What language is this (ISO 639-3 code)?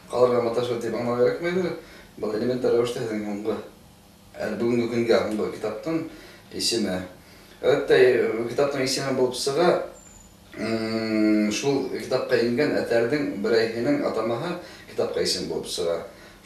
bak